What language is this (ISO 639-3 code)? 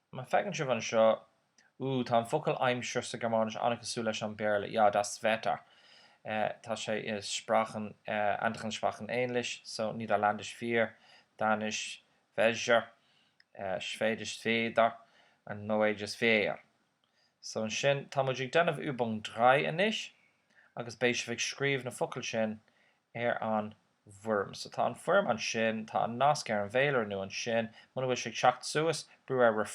gle